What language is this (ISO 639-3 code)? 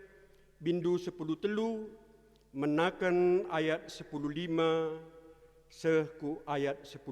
btx